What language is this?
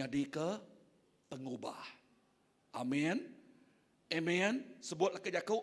Iban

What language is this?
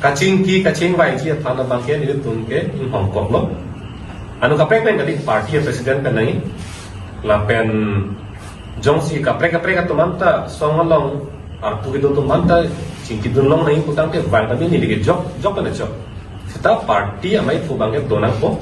Karbi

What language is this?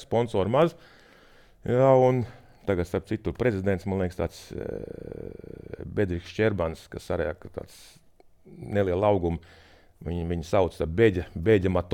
Latvian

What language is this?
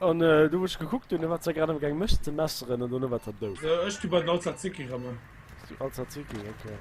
Luxembourgish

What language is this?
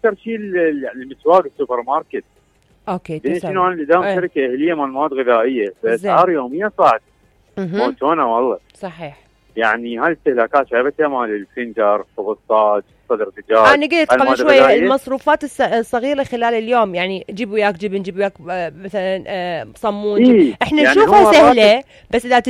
Mesopotamian Arabic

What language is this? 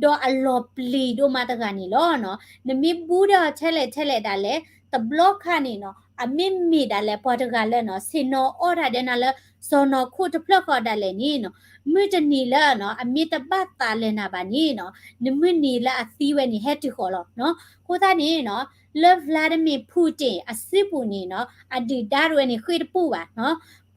S'gaw Karen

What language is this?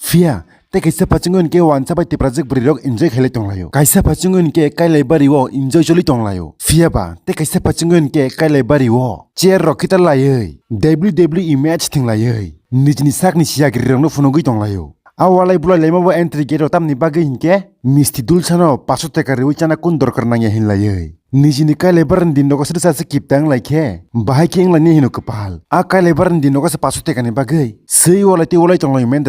Kok Borok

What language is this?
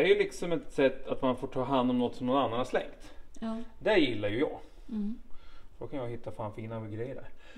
Swedish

